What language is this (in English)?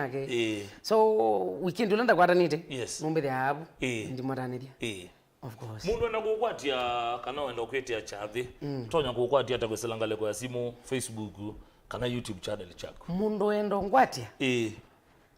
Kamba